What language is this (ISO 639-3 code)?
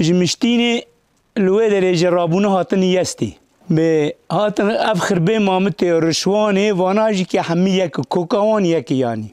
kur